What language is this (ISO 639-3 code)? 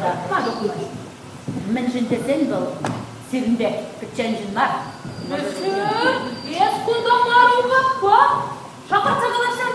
chv